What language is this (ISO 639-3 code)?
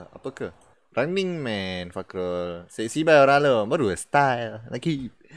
msa